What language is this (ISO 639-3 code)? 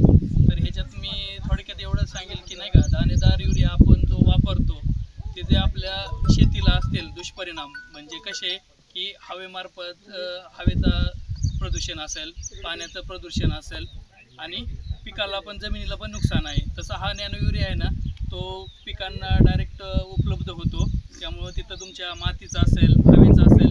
mar